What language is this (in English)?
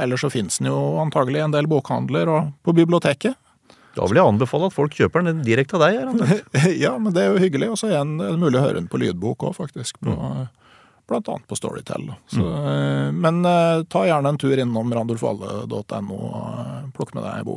Norwegian